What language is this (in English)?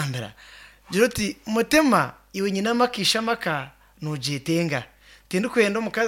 Nyankole